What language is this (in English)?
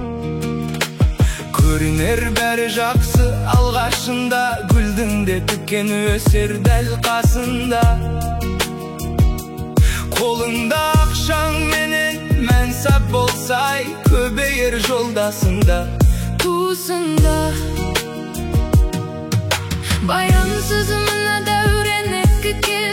Kazakh